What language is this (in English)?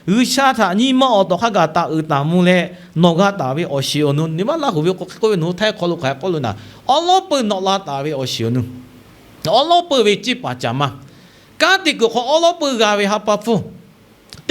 Lahu